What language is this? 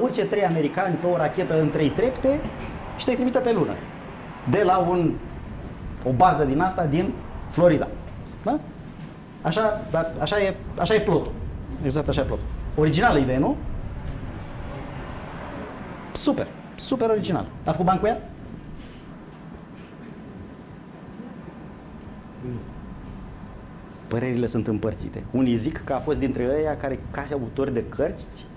Romanian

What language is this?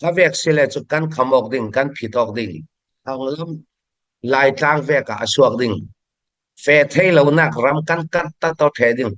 Falam Chin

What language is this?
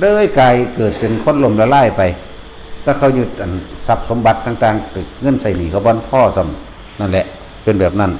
Northeastern Thai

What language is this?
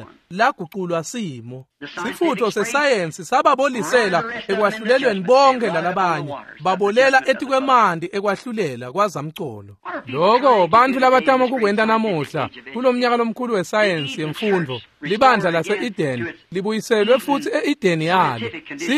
Swati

